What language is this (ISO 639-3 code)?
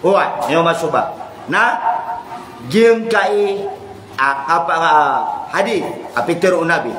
mrw